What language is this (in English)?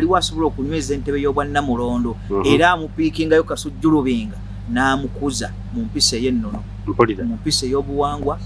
Ganda